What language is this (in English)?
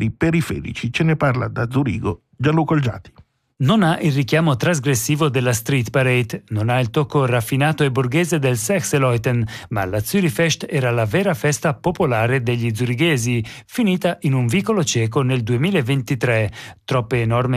Italian